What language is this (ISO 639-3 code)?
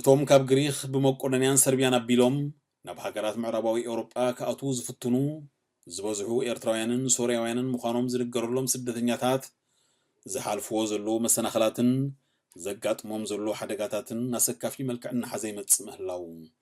tir